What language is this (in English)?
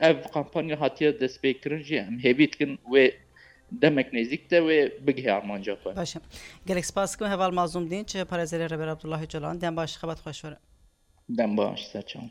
Kurdish